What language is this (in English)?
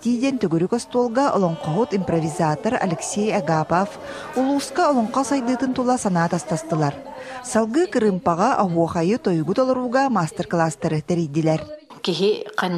Yakut